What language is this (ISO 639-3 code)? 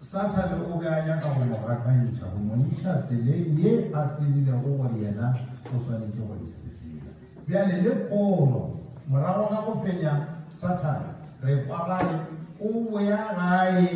nso